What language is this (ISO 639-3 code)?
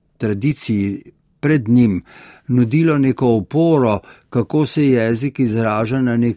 slv